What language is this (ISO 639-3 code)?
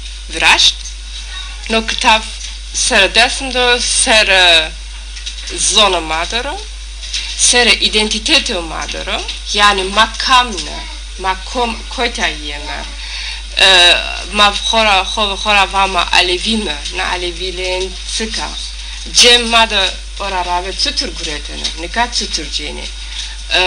zza